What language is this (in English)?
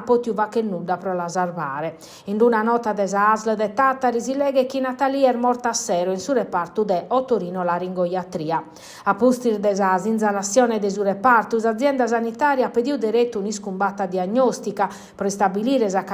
Sardinian